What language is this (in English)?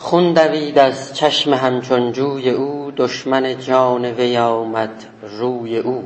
South Azerbaijani